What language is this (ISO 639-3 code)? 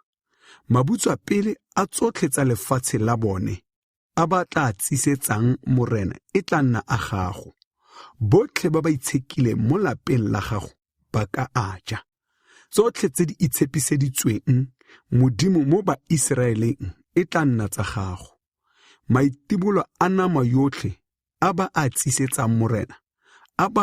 tsn